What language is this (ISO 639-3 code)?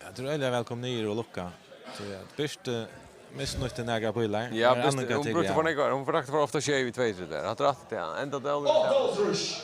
fao